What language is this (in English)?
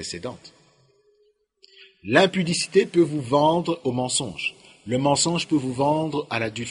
French